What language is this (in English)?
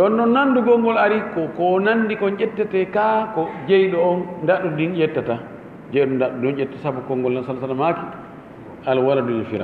Fula